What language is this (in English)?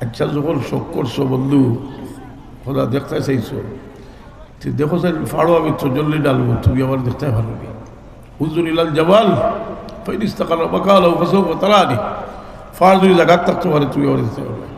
Sylheti